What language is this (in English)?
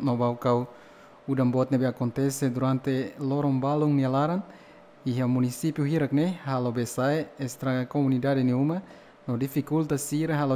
Tetum